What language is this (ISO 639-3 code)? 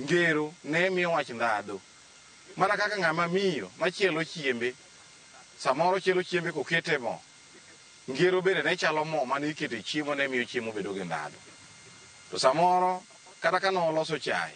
luo